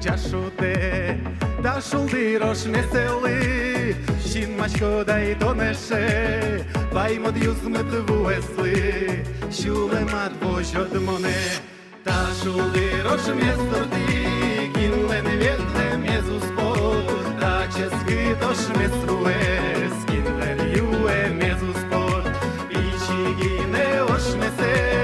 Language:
Udmurt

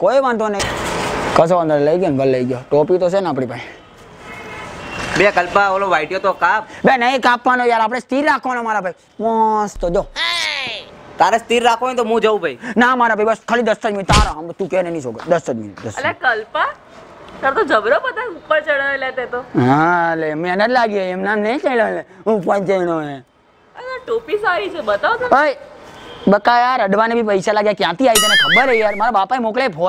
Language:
Gujarati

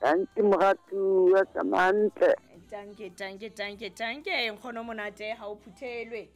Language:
Southern Sotho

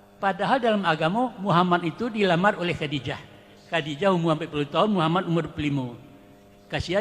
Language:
Minangkabau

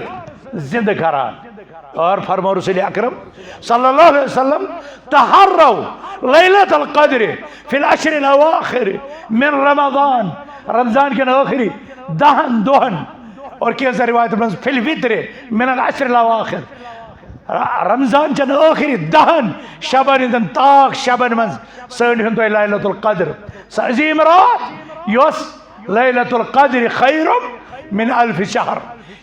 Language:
Kashmiri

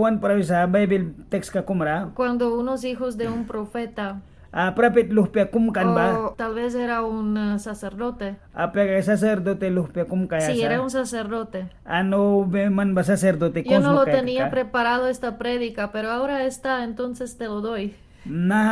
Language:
Mískito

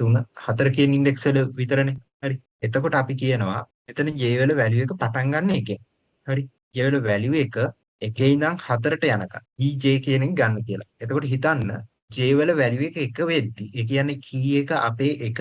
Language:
Sinhala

